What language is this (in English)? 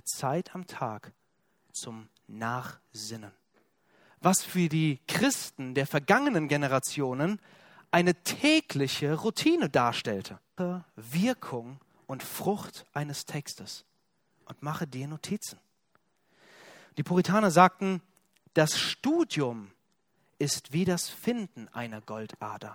German